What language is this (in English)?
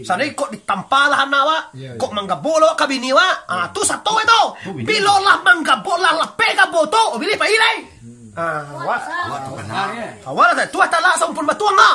Minangkabau